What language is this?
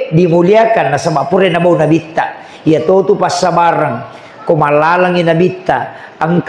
Buginese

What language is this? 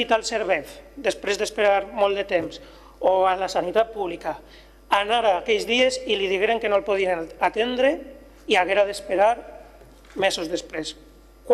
Catalan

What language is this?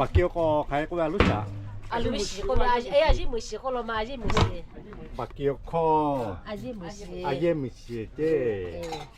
Lahu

